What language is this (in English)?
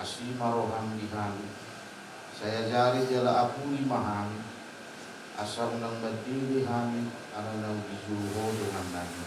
Batak Toba